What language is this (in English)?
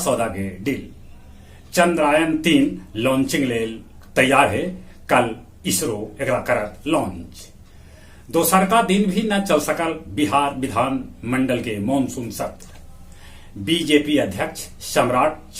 Magahi